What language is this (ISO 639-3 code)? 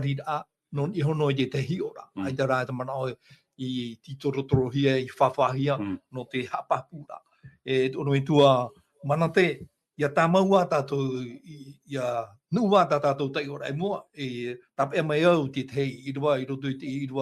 tah